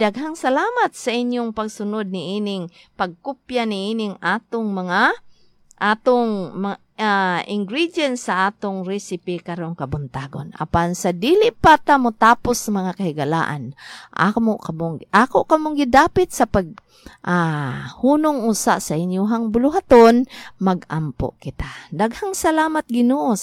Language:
Cebuano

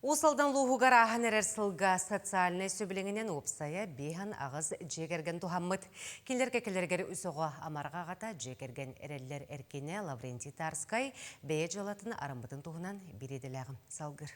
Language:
Yakut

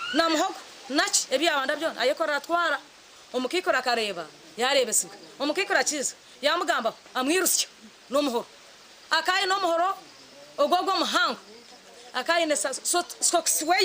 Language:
Nyankole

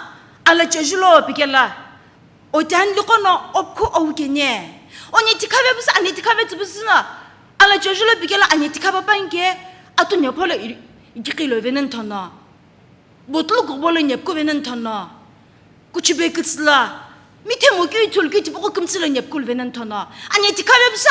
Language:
Sumi Naga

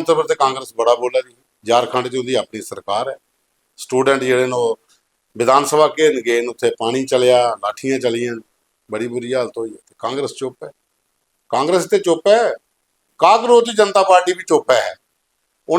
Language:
Dogri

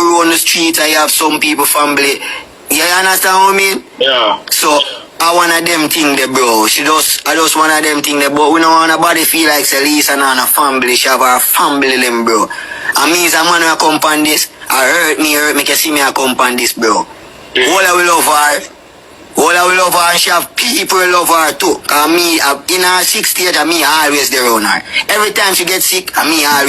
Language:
Jamaican Creole English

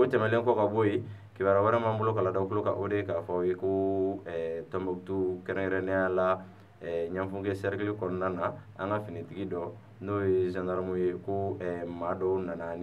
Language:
Bambara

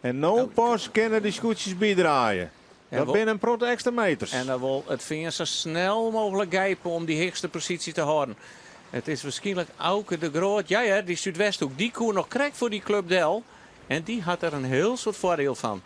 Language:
Western Frisian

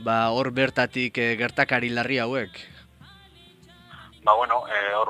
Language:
Basque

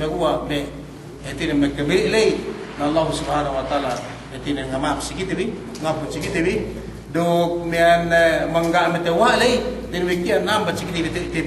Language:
Yakan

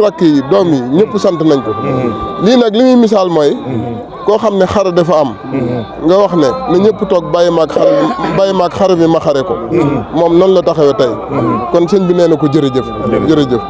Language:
Wolof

